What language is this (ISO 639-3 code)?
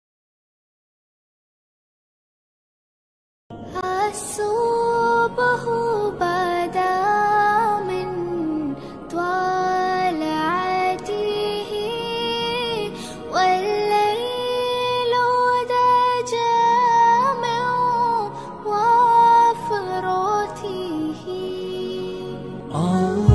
ara